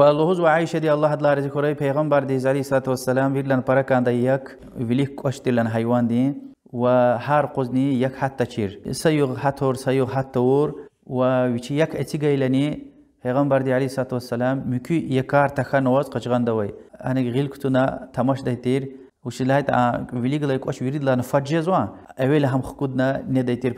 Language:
Lezghian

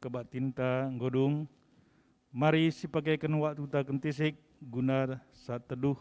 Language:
Batak Karo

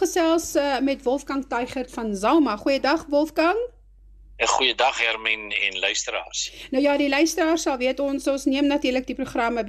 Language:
Afrikaans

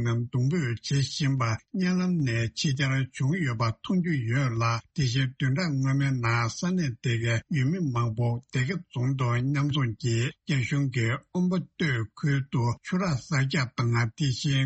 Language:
Tibetan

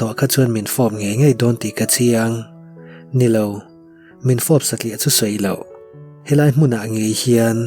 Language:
Mizo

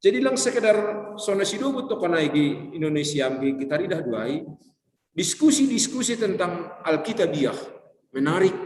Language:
Batak Simalungun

